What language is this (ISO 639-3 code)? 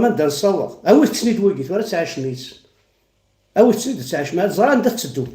kab